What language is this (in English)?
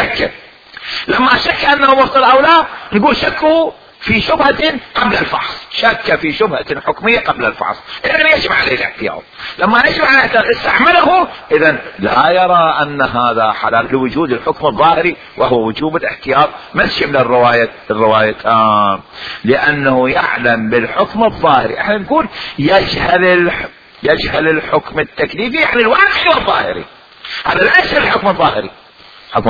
Mesopotamian Arabic